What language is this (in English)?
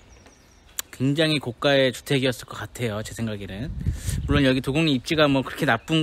Korean